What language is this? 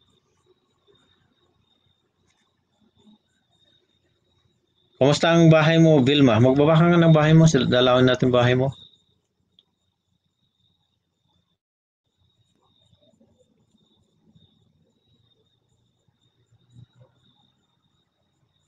Filipino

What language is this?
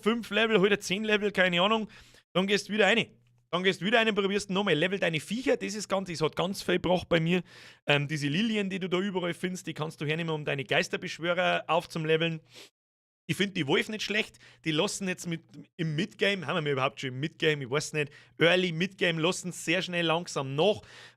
Bavarian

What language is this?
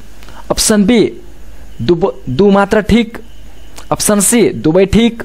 Nepali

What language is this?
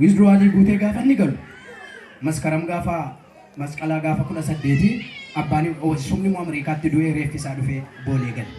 Oromo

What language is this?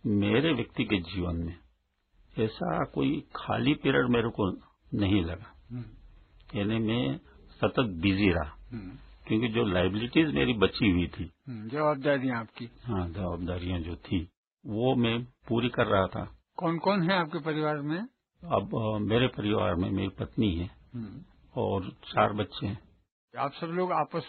Hindi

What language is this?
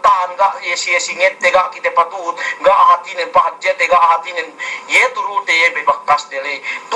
Yakan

